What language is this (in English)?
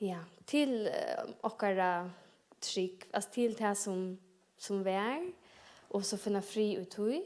Faroese